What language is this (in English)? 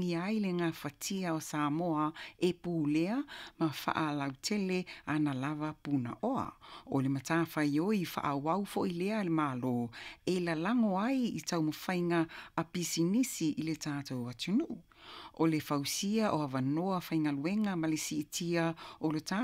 Samoan